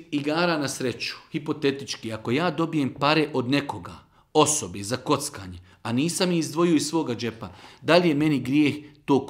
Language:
Bosnian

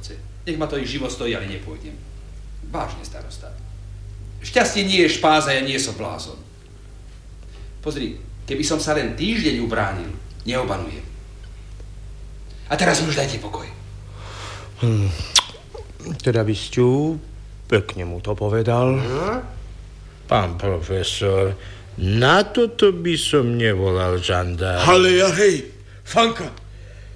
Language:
Slovak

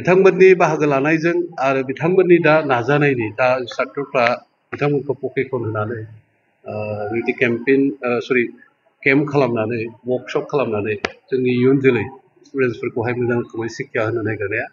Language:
Bodo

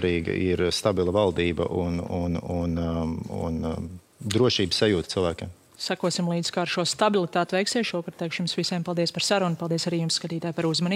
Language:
Latvian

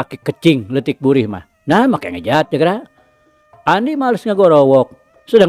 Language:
Sundanese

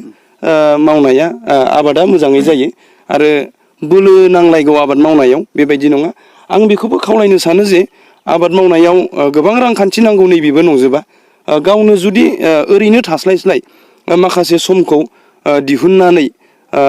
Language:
Bodo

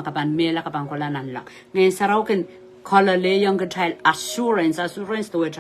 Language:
Pohnpeian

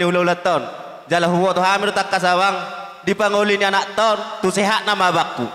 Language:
Batak Toba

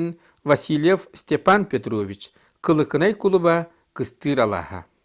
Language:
Yakut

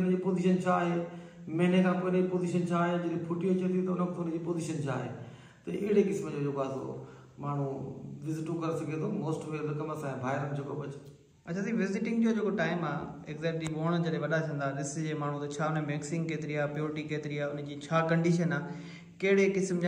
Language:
Sindhi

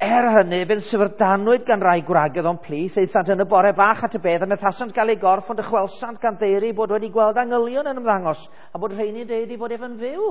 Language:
Welsh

